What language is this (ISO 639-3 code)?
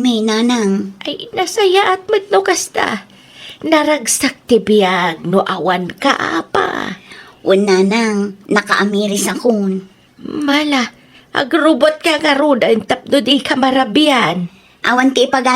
ilo